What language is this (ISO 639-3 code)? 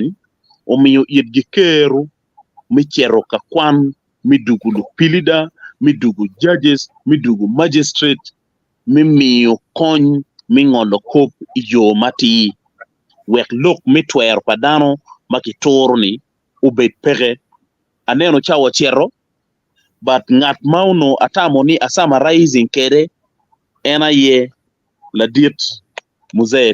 ach